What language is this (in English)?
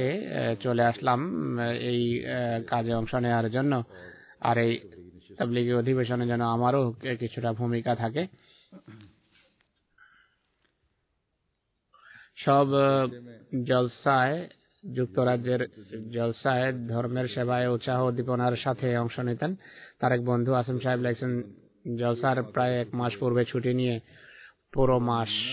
Bangla